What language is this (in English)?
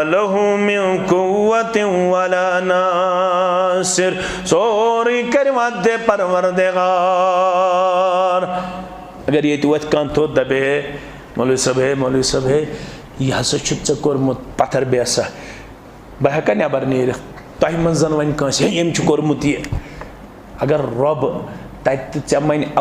Kashmiri